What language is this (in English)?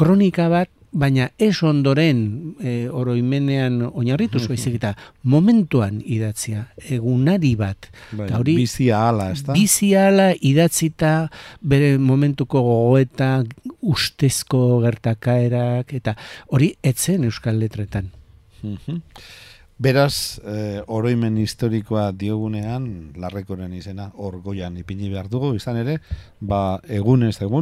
Basque